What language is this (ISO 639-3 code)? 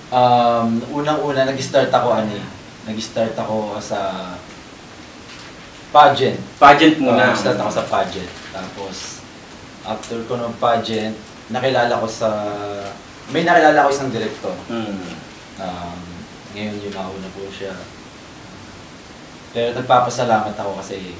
fil